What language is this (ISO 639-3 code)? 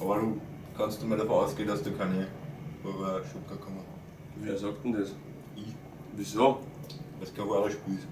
bar